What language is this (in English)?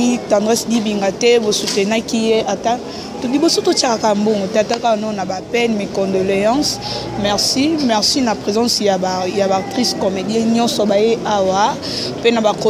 Lingala